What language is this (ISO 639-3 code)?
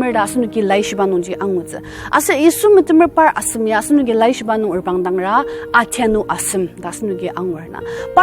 njo